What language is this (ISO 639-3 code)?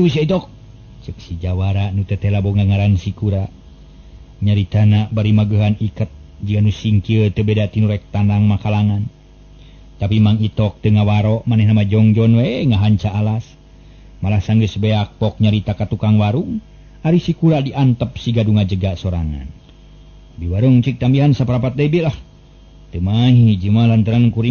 sun